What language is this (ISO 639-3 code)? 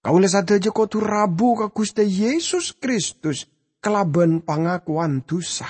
mad